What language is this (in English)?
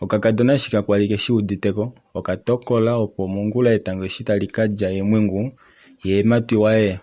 Kuanyama